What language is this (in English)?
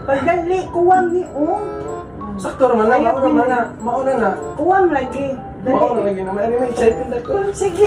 Cebuano